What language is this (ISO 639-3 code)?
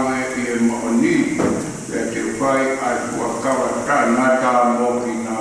ton